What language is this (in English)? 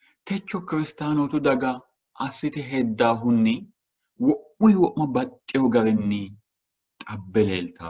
Sidamo